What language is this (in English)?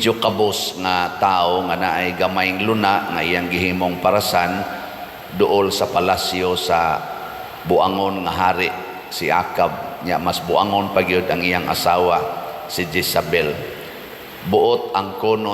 Cebuano